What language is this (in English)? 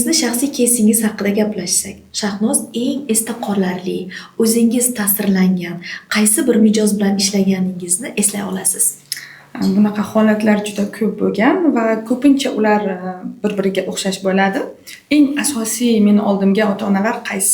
Uzbek